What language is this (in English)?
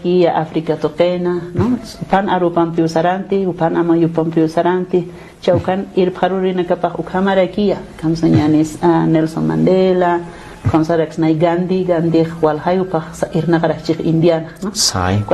Aymara